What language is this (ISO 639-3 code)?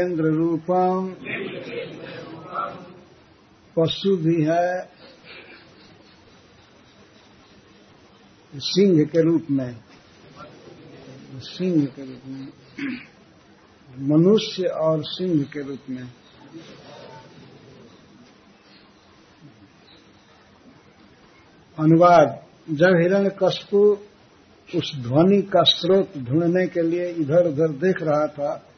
hin